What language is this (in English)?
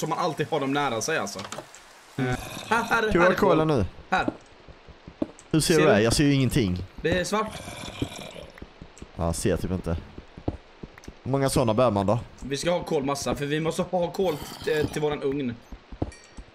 Swedish